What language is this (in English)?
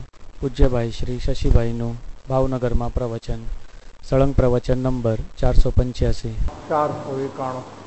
Gujarati